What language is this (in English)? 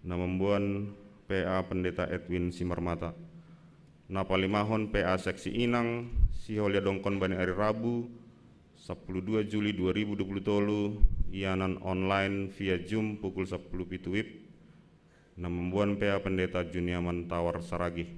Batak Simalungun